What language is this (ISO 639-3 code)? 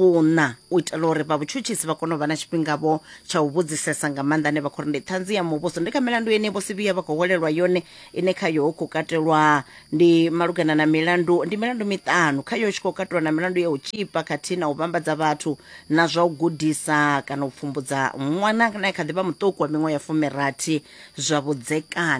ven